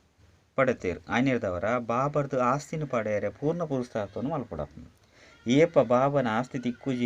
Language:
Tulu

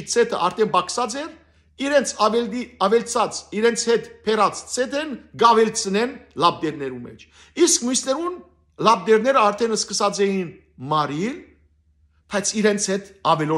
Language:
Western Armenian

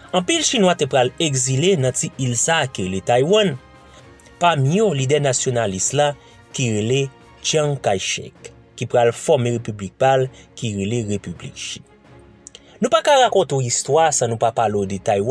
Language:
Haitian Creole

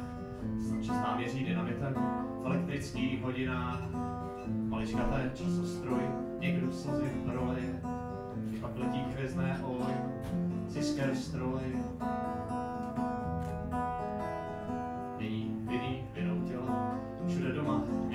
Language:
Czech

